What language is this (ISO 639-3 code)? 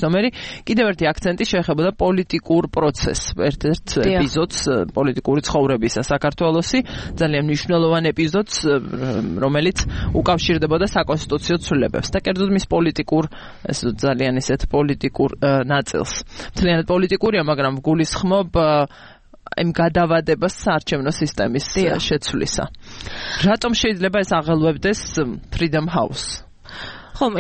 kat